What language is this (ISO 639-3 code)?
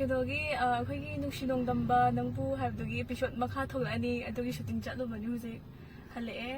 mni